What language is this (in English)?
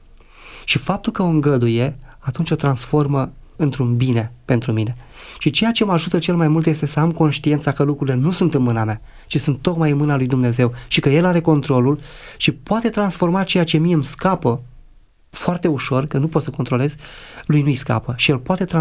Romanian